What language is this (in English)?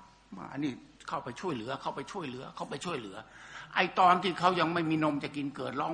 Thai